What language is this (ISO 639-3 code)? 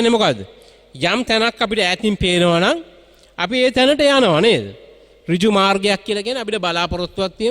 sin